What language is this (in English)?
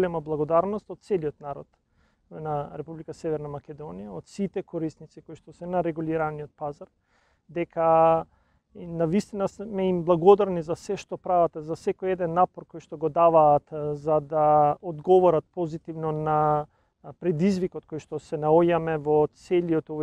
Macedonian